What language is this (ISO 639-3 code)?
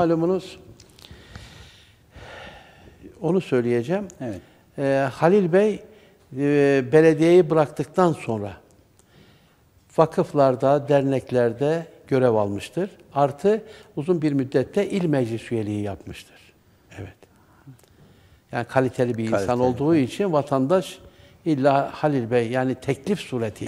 tur